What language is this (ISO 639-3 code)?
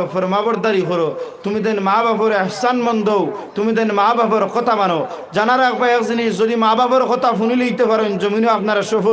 syl